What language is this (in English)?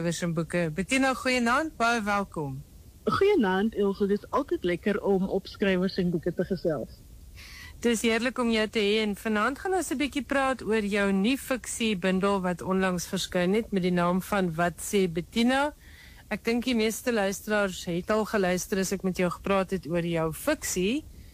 Afrikaans